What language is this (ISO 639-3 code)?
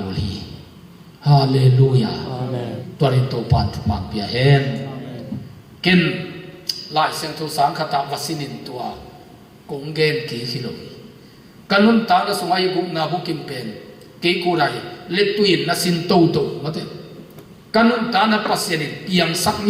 ctd